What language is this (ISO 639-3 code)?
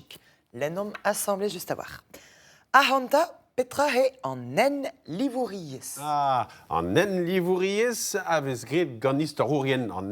bre